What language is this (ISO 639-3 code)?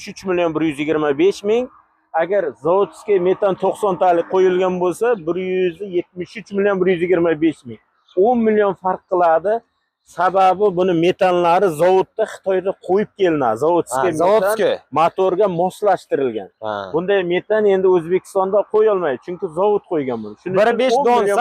uzb